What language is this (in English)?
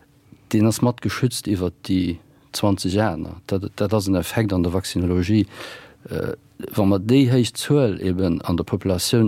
Luxembourgish